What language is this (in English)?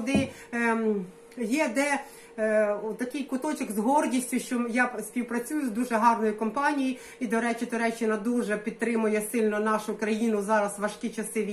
Ukrainian